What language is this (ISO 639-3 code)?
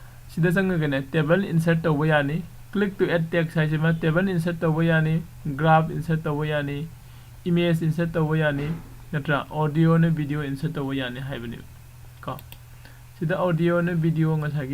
mni